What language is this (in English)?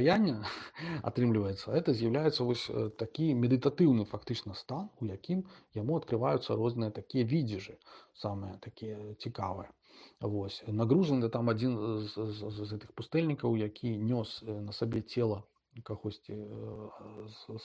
Belarusian